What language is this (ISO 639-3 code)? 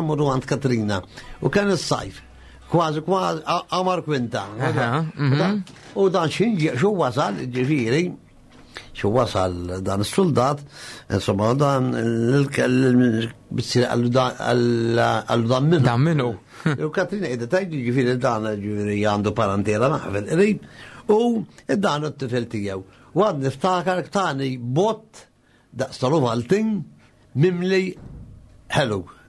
mlt